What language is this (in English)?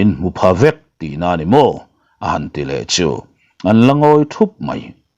Mizo